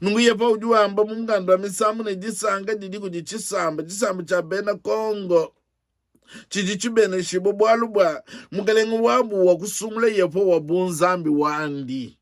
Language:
Luba-Lulua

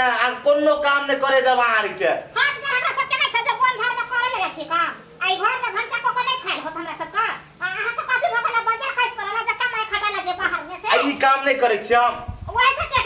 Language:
Maithili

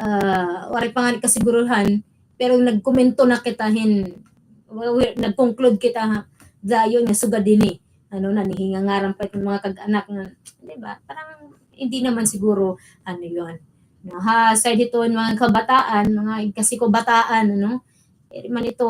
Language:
Waray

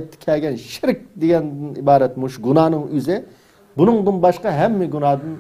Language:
Uyghur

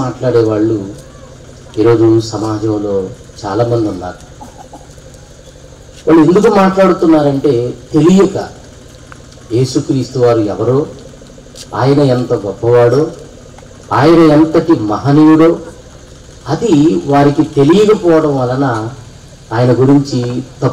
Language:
Telugu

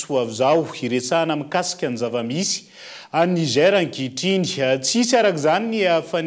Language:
Malagasy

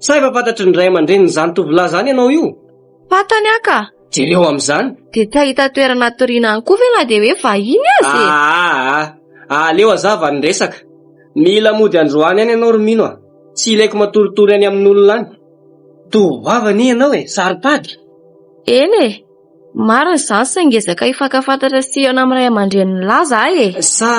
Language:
Malagasy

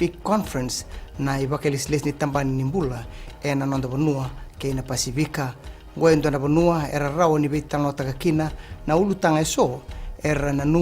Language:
Fijian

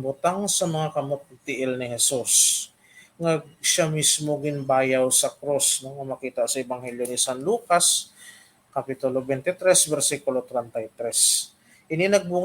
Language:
Hiligaynon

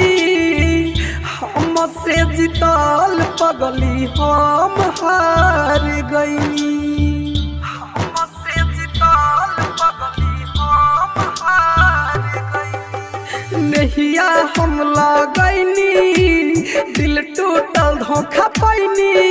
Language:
Bhojpuri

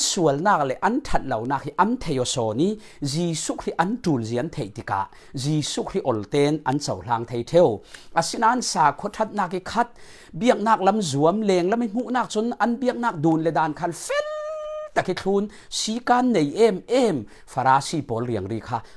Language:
Falam Chin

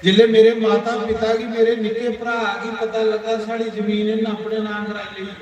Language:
Dogri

